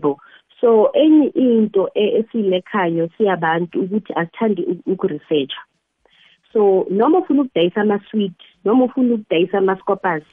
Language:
South Ndebele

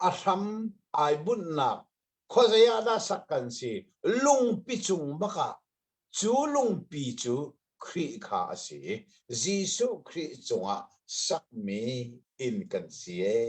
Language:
Hakha Chin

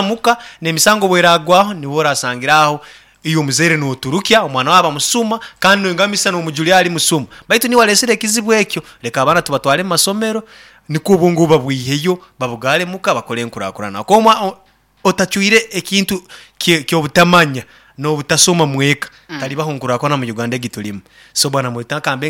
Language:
Nyankole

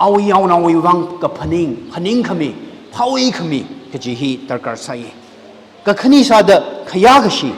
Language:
Tangkhul Naga (India)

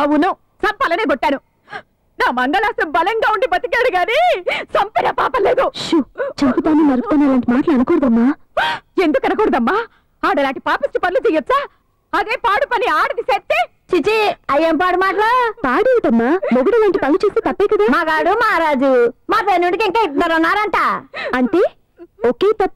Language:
Telugu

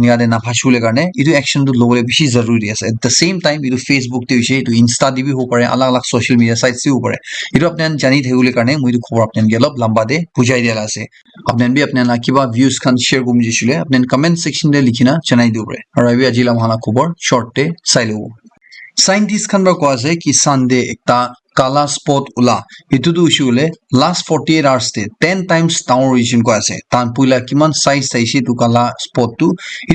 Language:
Naga Pidgin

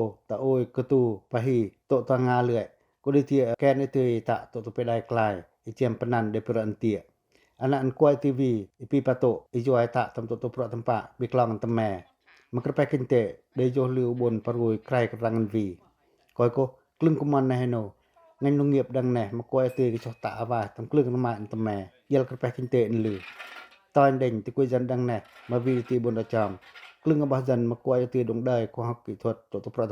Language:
Pacoh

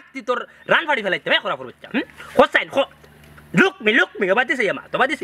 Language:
Sylheti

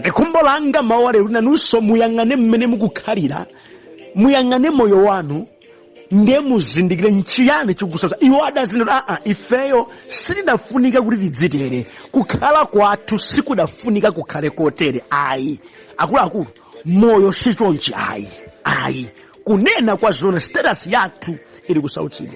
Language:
Nyanja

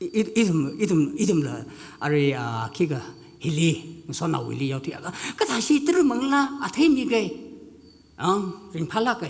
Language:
Tangkhul Naga (India)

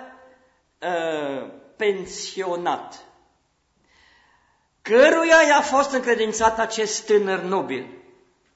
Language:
Romanian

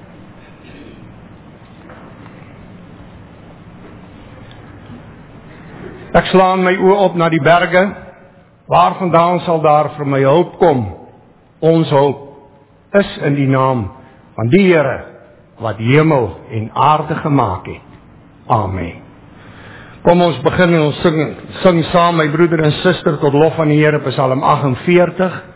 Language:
Afrikaans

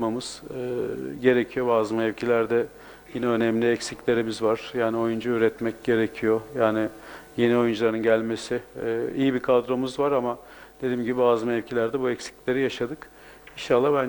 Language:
Turkish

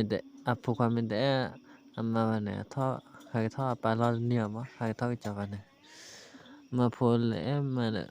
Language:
S'gaw Karen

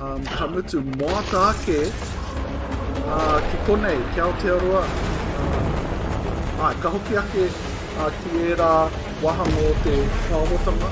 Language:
Māori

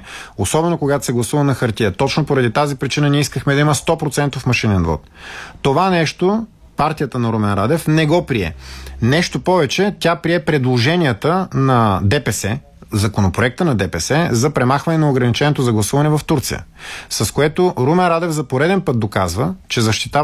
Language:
Bulgarian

